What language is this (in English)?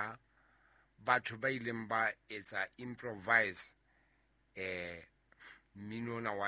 Southern Sotho